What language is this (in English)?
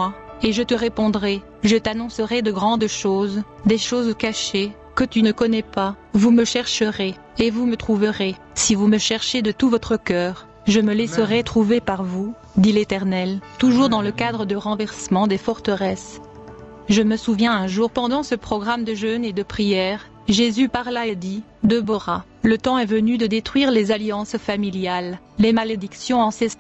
French